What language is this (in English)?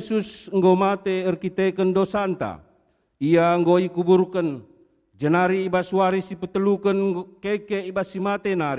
Batak Karo